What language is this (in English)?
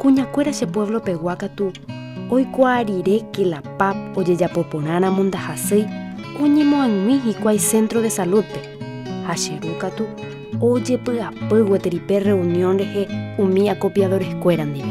Guarani